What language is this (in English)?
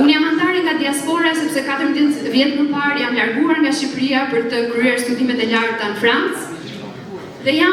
Albanian